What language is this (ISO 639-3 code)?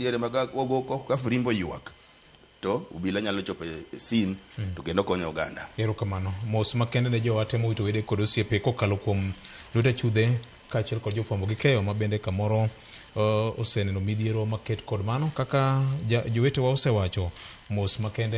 luo